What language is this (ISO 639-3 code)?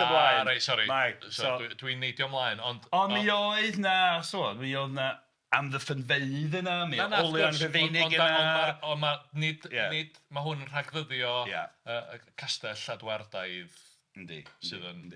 cym